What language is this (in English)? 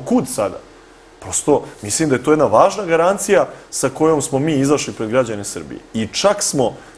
Serbian